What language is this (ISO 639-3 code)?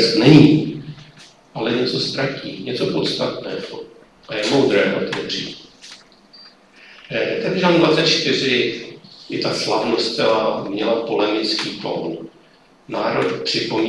ces